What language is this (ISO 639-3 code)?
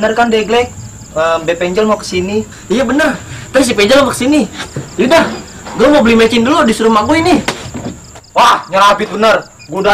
bew